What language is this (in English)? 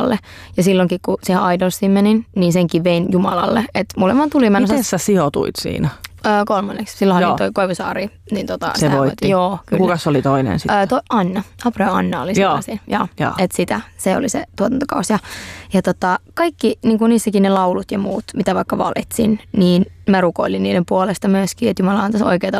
Finnish